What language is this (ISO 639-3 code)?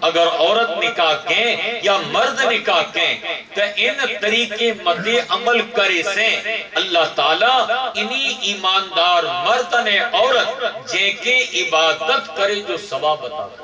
snd